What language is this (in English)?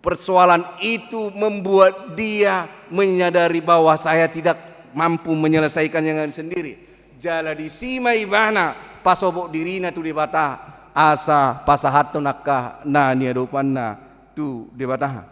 Batak Toba